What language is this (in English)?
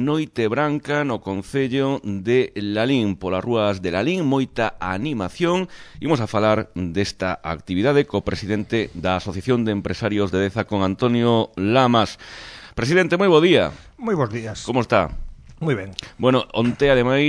Galician